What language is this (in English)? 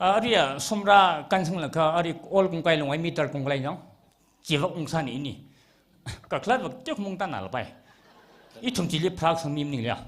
Tangkhul Naga (India)